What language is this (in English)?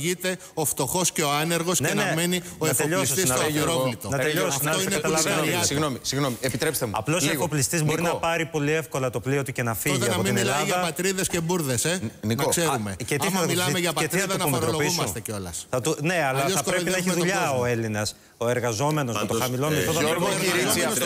Greek